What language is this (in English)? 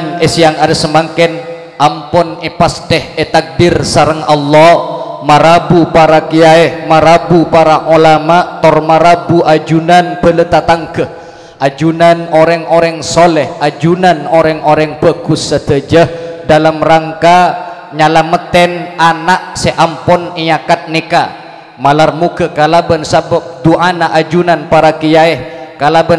Madurese